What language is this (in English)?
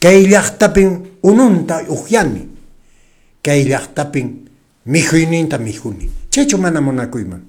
Quechua